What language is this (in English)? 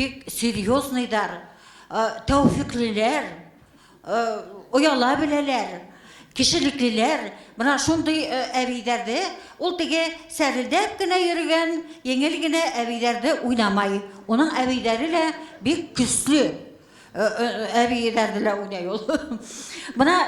Bashkir